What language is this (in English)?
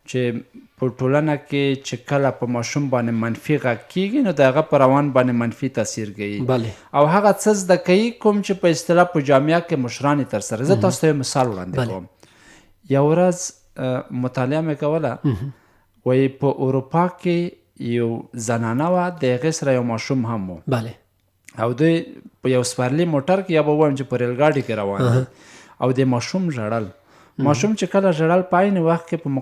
Pashto